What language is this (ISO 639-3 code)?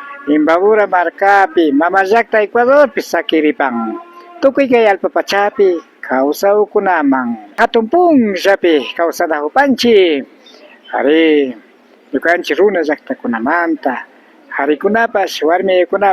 qvi